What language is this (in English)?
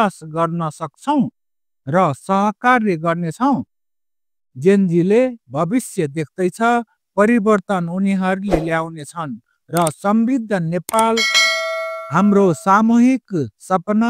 Nepali